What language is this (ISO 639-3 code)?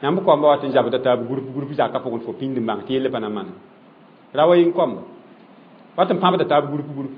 mos